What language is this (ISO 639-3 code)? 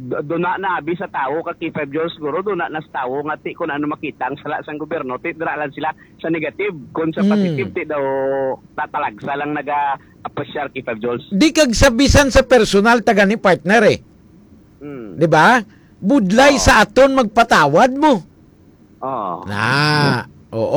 hil